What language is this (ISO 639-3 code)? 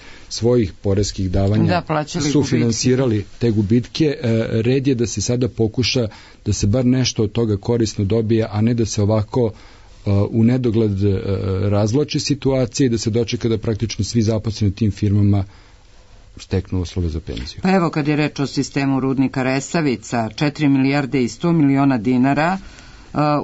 srp